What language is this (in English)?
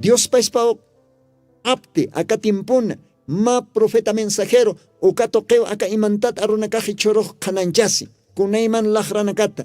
Aymara